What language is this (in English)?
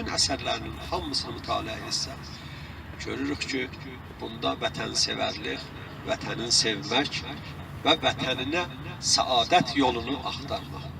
South Azerbaijani